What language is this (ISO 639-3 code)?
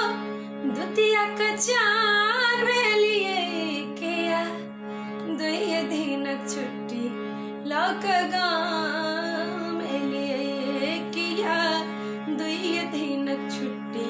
mai